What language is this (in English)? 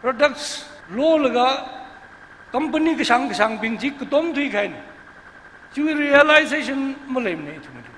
Tangkhul Naga (India)